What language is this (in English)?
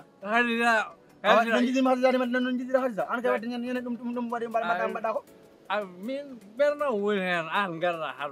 Fula